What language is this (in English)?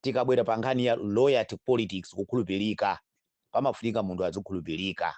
Nyanja